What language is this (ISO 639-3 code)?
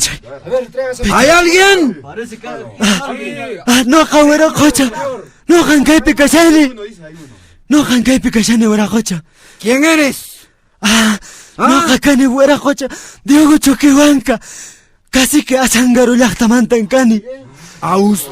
que